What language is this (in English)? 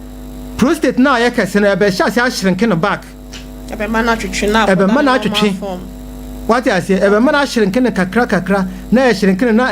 Akan